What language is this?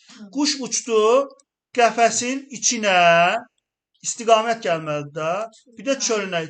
Azerbaijani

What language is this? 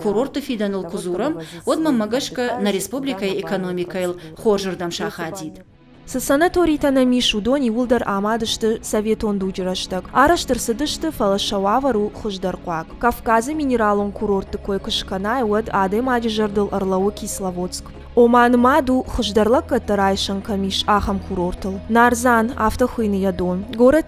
Ossetic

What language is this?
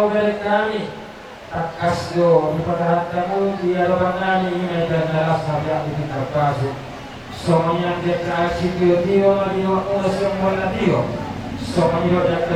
Batak Toba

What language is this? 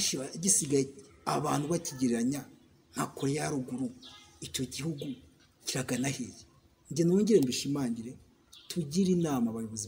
Kinyarwanda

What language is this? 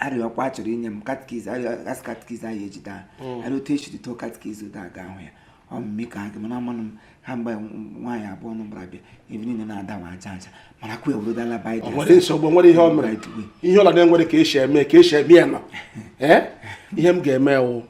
Igbo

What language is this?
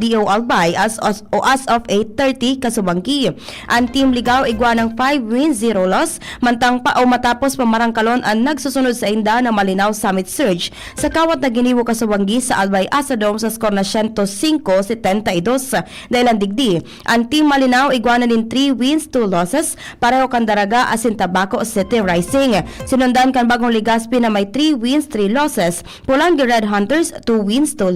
Bikol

